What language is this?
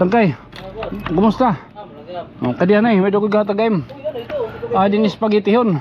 Waray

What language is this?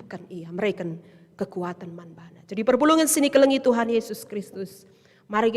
Batak Karo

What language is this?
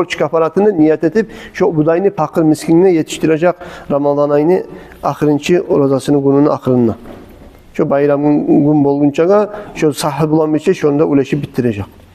Kumyk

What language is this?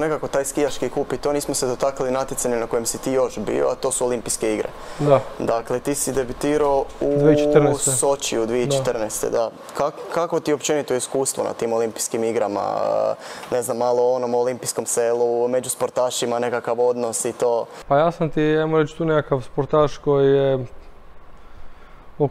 Croatian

